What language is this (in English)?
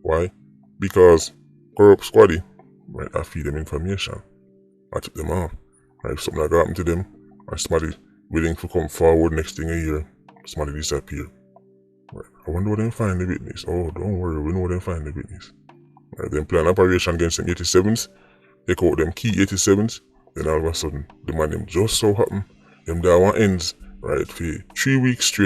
Jamaican Creole English